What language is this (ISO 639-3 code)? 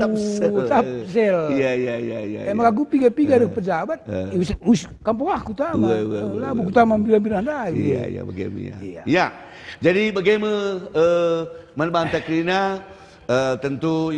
btx